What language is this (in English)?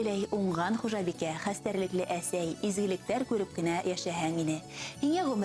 Bashkir